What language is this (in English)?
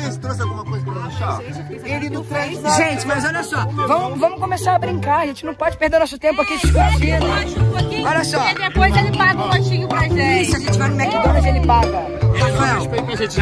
Portuguese